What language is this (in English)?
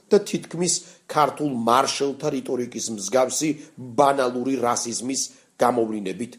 Georgian